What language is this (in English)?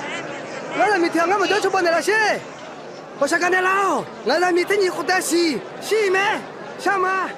Akha